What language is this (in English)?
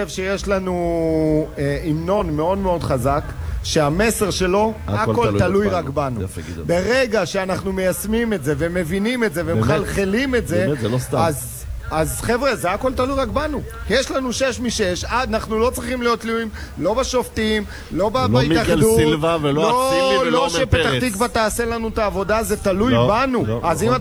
Hebrew